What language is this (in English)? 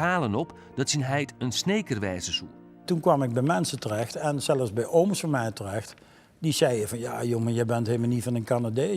Western Frisian